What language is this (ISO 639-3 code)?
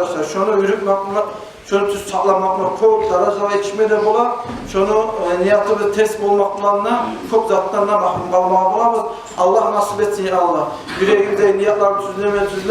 kum